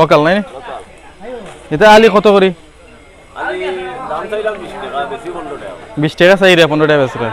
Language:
Sylheti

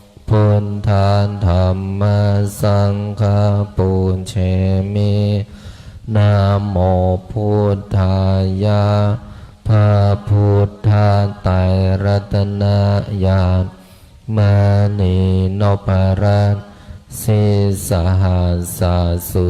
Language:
Pali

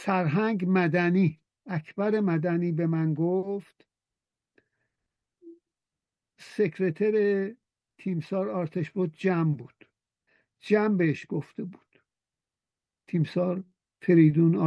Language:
Persian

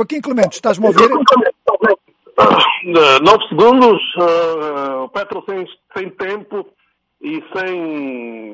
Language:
Portuguese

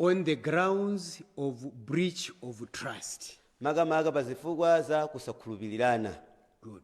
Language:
Nyanja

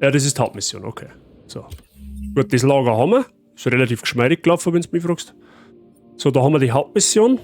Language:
Bavarian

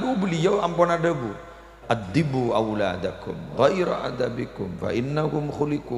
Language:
Madurese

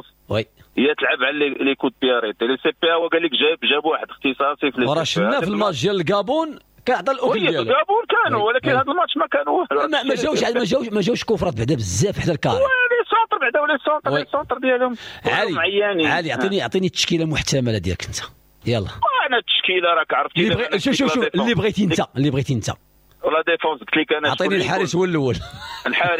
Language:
Moroccan Arabic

